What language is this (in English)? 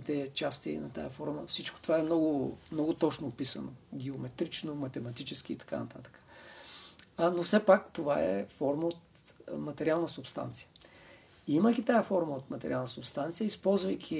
Bulgarian